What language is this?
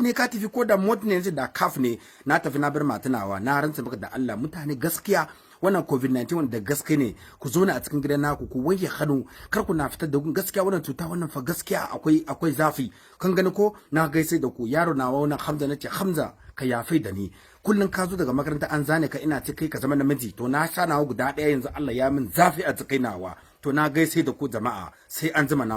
Hausa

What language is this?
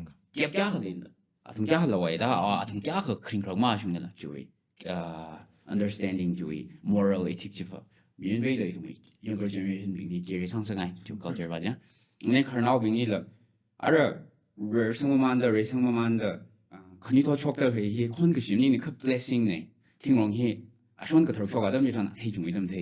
Tangkhul Naga (India)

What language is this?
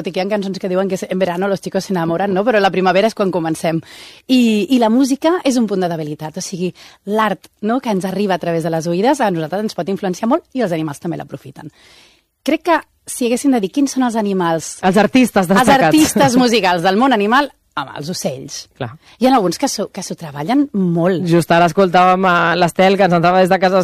Catalan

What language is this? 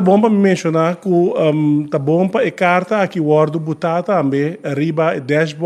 Papiamento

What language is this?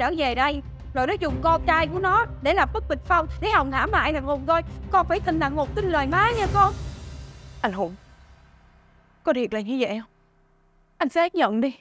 Vietnamese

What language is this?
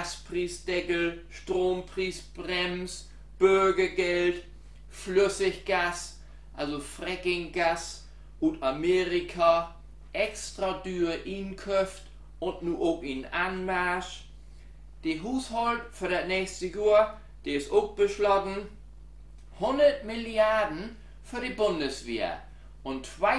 Low German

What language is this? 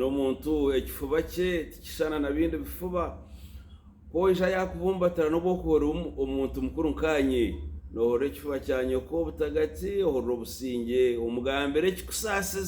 Nyankole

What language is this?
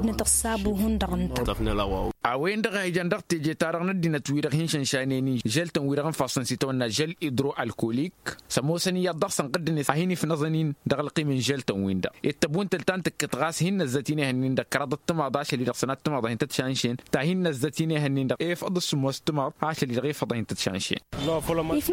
Tamasheq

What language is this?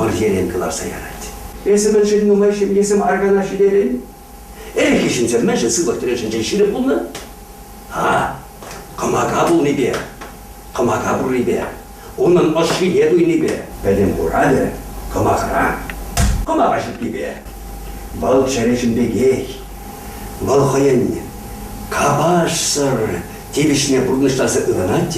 Chuvash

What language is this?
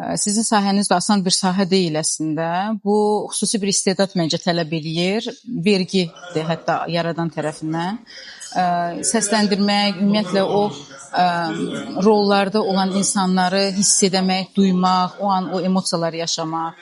Azerbaijani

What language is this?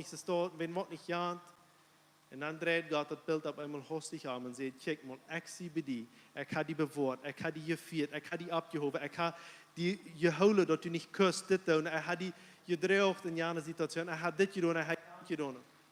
Plautdietsch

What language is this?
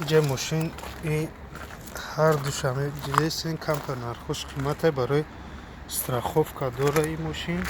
Tajik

